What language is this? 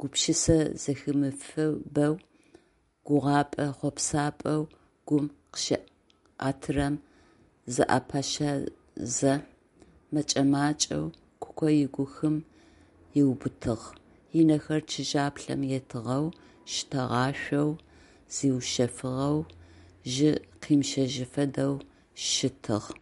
Adyghe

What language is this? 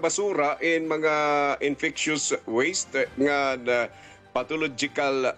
Waray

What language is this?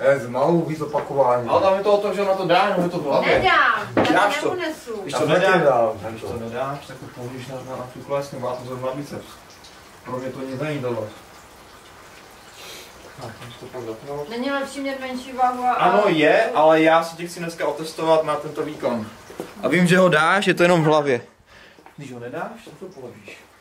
Czech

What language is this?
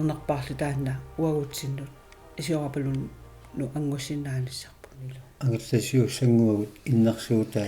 Kalaallisut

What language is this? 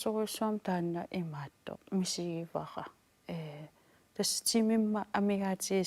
Kalaallisut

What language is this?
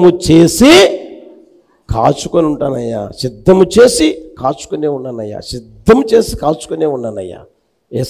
Telugu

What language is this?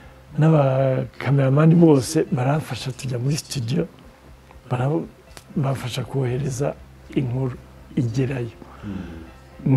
Kinyarwanda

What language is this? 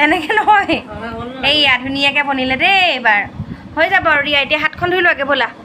Assamese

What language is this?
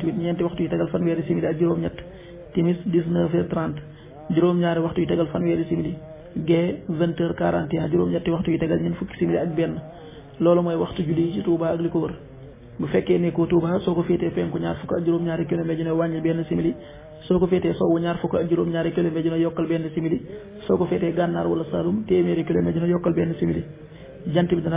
Wolof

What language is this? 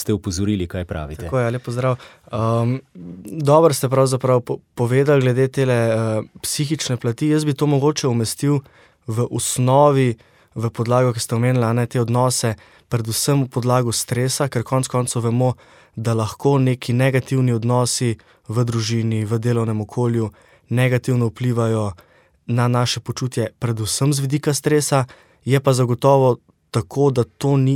Slovenian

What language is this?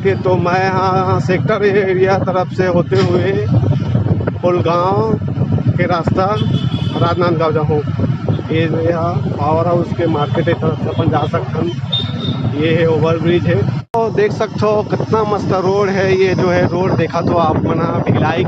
Chhattisgarhi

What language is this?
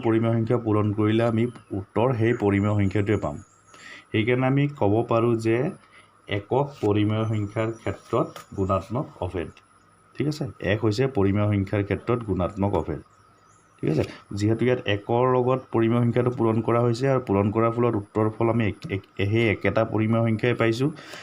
Assamese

